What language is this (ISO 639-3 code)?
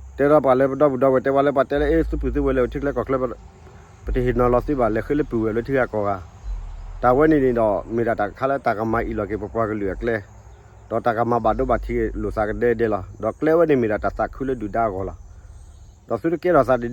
ksw